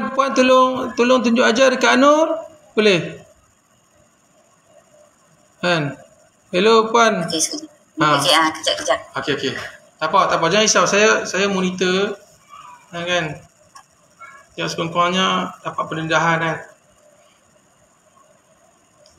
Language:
Malay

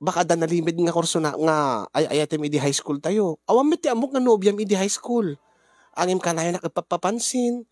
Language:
Iloko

